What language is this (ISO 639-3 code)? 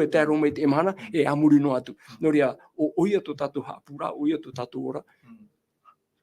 tah